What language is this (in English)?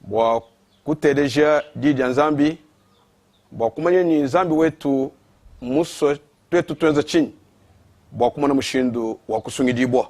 Luba-Lulua